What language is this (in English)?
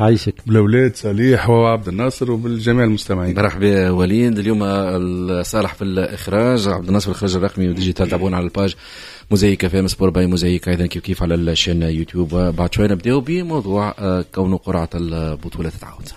Tunisian Arabic